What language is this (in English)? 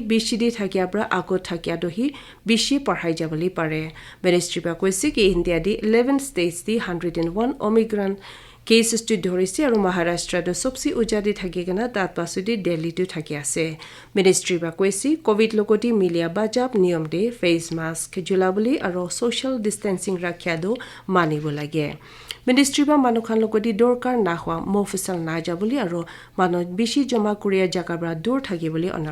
Naga Pidgin